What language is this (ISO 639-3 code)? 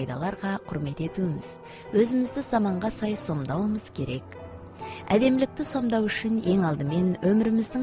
kaz